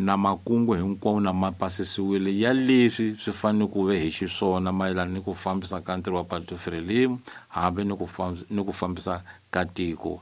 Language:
Tsonga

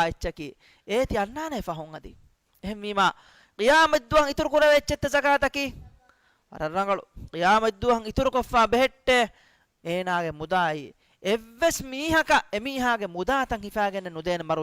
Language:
Divehi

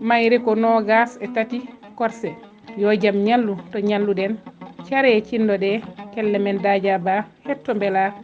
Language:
Fula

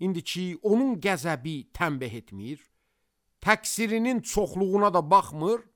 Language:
Azerbaijani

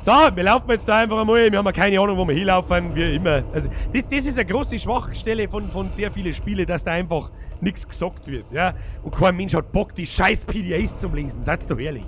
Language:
Bavarian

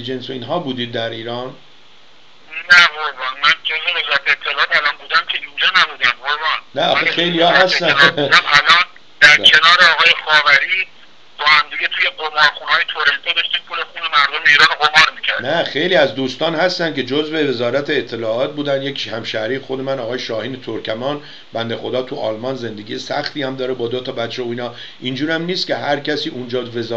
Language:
Persian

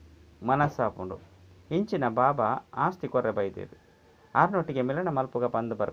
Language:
Tulu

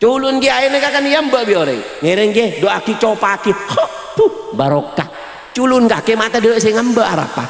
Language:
Madurese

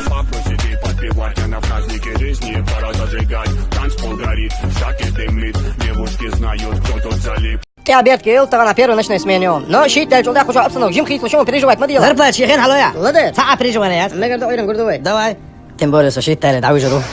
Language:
Chechen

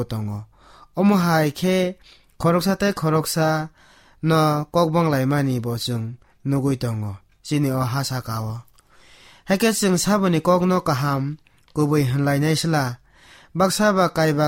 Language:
Kok Borok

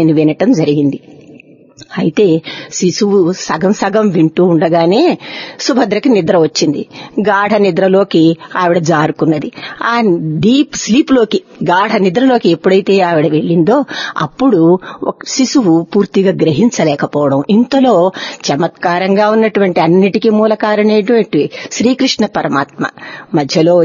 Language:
Telugu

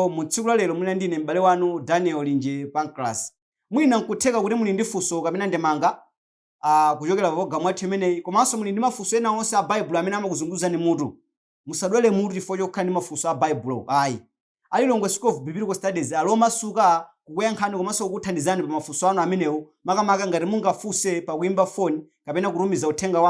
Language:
Nyanja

